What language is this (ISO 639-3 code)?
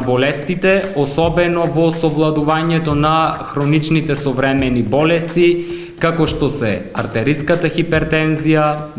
mkd